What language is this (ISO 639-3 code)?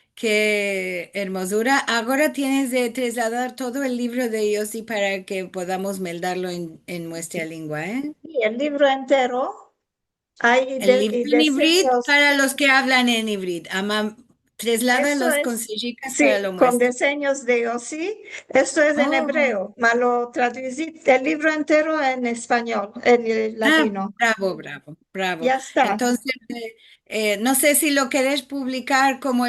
lad